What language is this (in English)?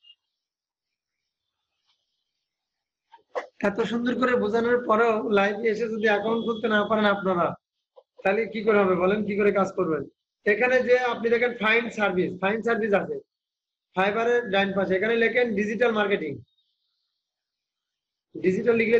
Bangla